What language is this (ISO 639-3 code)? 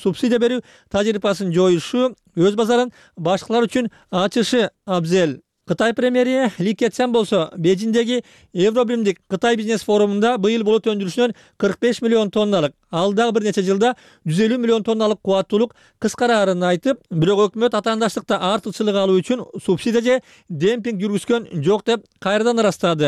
kir